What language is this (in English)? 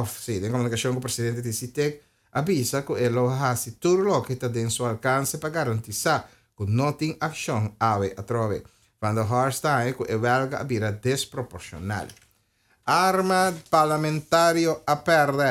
Papiamento